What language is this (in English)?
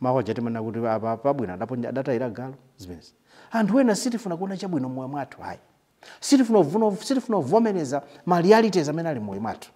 Nyanja